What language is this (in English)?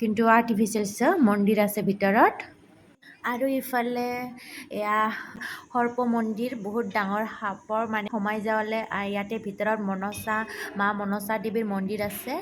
Assamese